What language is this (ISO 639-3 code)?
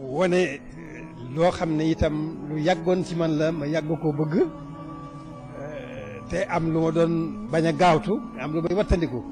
wol